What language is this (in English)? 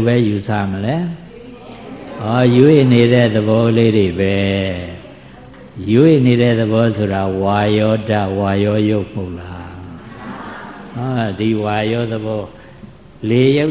Burmese